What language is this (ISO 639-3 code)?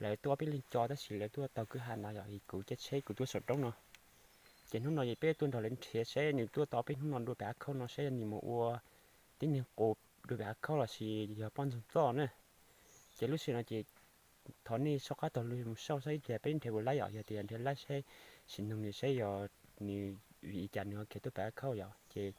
hmn